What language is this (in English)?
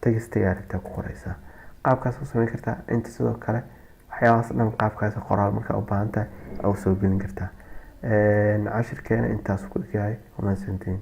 Somali